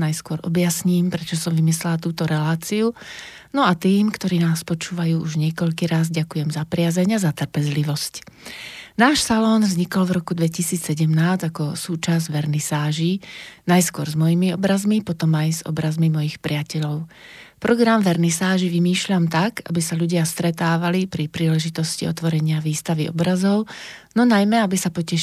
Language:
Slovak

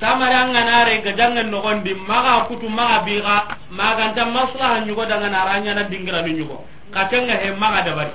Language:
Soninke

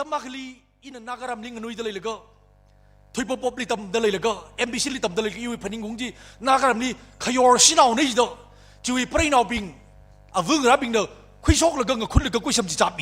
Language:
Tangkhul Naga (India)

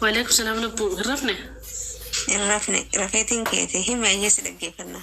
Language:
Oromo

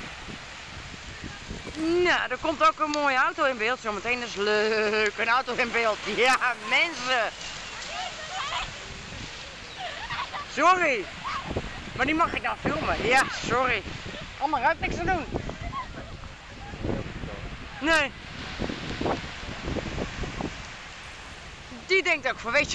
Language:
Dutch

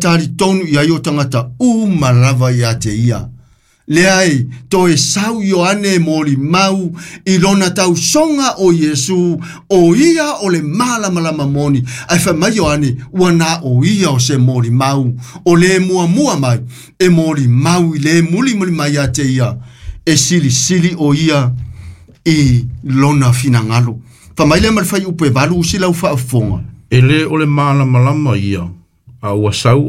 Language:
Samoan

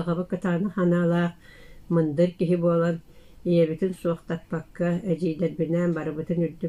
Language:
Yakut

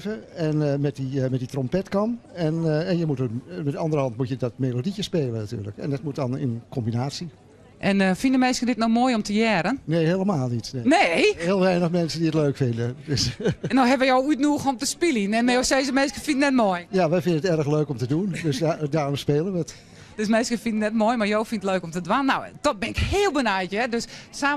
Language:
Western Frisian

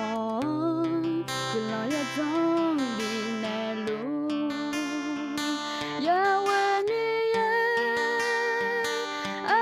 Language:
Akha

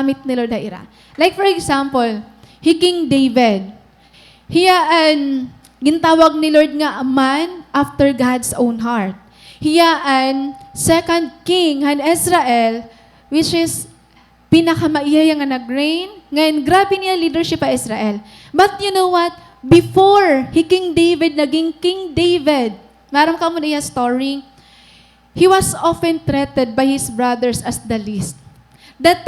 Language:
Waray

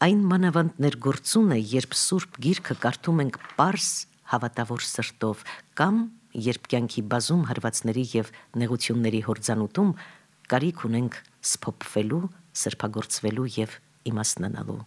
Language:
Armenian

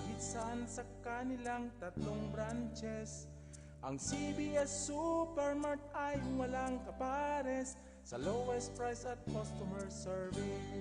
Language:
Bikol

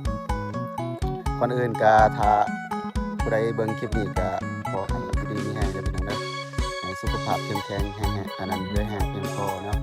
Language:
Lao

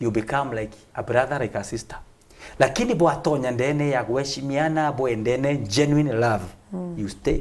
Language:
Meru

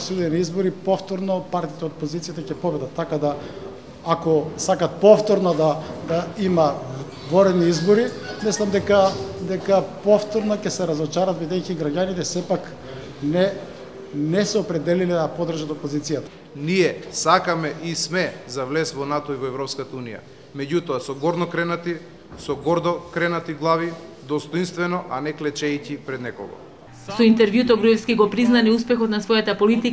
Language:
Macedonian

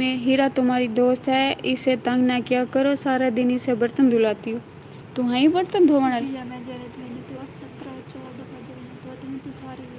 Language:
Saraiki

